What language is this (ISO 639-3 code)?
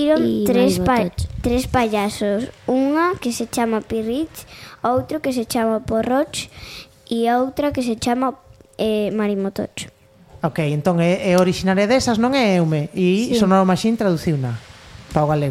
glg